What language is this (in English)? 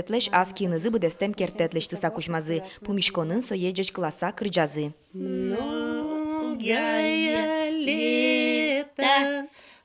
Udmurt